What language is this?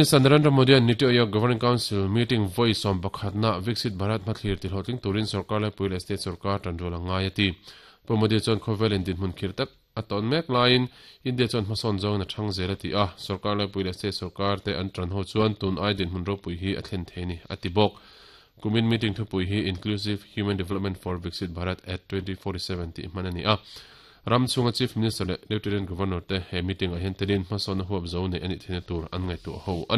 Mizo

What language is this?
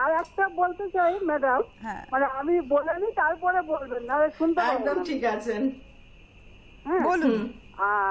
Bangla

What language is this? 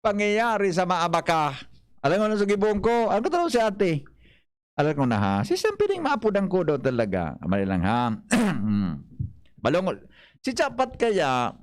Bikol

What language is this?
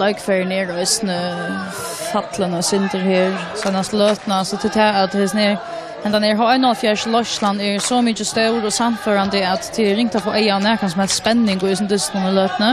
Faroese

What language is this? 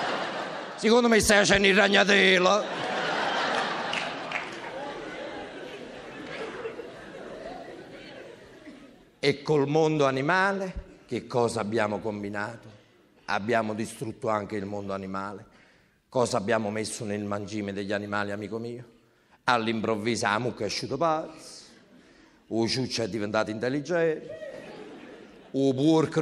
Italian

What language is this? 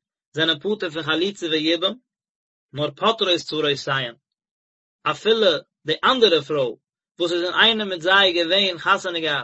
Yiddish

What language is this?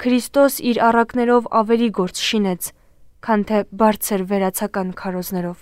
Armenian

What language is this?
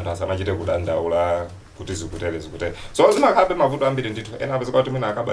Nyanja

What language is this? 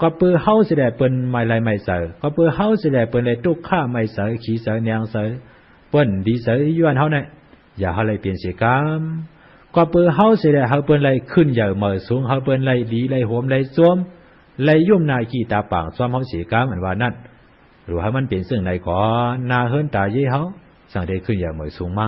Shan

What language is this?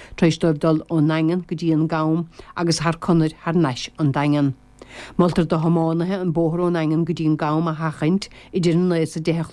Irish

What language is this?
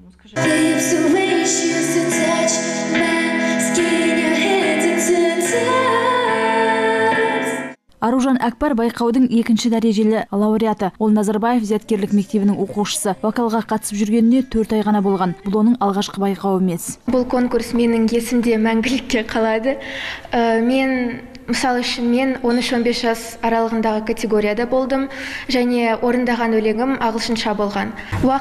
Kazakh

